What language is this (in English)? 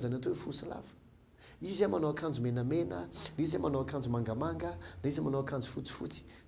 Malagasy